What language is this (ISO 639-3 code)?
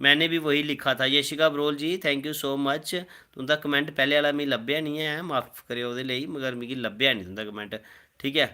doi